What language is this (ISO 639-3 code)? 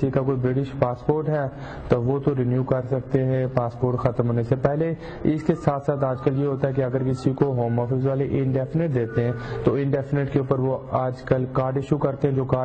urd